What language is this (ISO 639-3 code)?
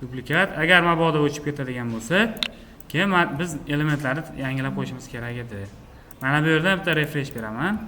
uzb